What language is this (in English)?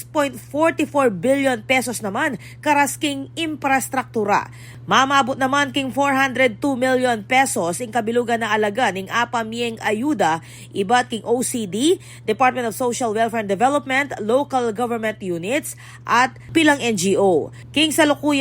Pampanga